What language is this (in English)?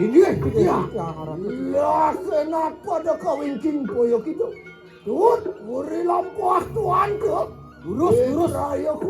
Balinese